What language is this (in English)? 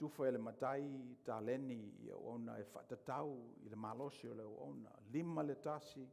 Samoan